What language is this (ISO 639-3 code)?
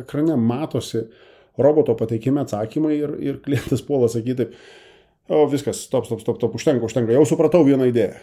lit